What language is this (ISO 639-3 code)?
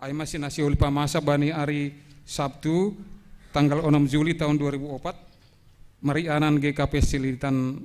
bts